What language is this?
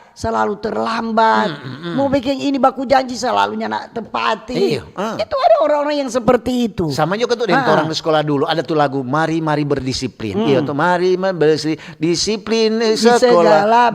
Manado Malay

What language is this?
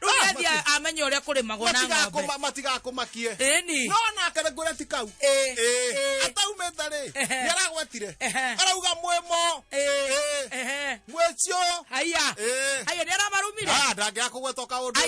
Kikuyu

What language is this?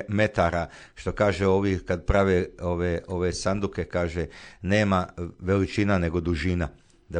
Croatian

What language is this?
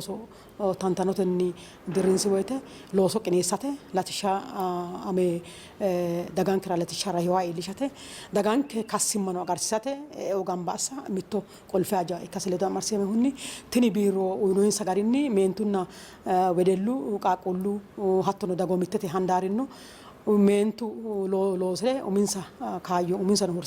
Sidamo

